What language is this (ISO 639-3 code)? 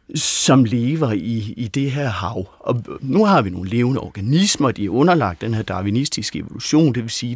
dan